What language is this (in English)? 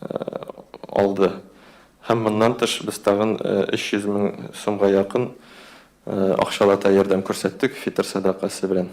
Tatar